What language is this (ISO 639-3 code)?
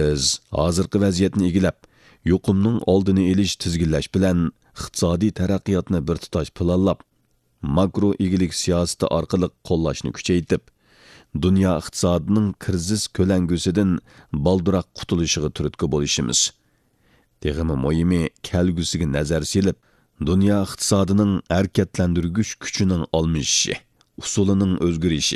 uig